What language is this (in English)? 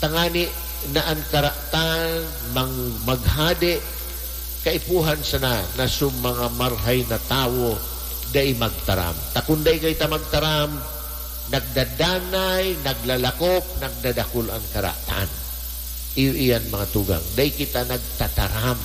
Bikol